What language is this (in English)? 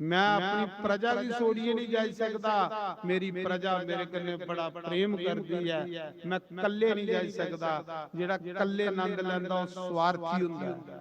Dogri